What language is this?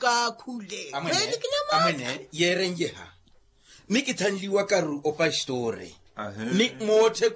Makhuwa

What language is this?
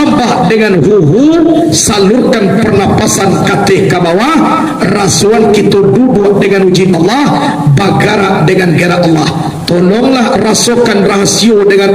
Minangkabau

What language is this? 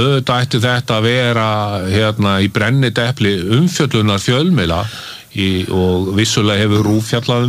Icelandic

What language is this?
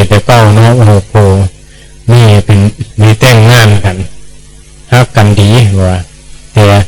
Northeastern Thai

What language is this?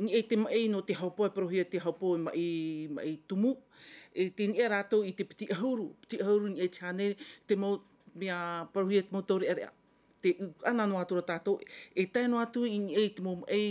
Tahitian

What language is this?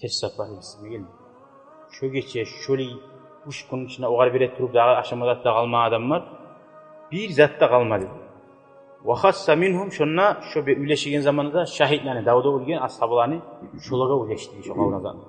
Kumyk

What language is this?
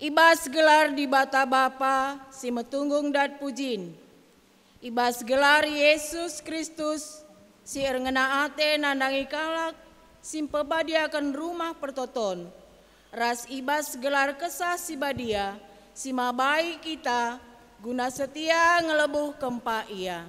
Batak Karo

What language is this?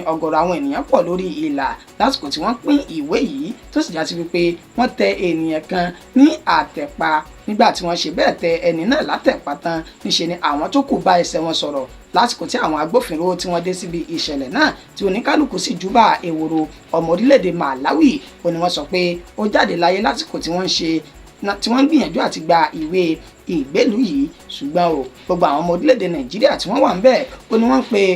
Yoruba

